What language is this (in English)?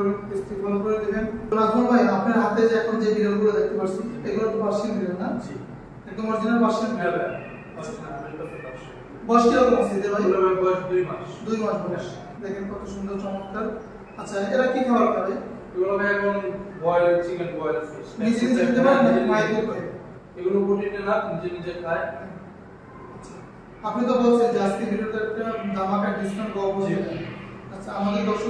Bangla